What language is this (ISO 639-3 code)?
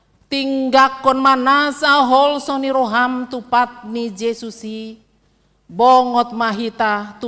bbc